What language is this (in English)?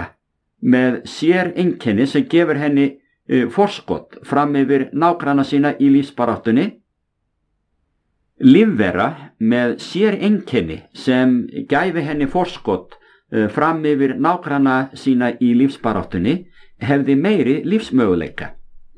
Icelandic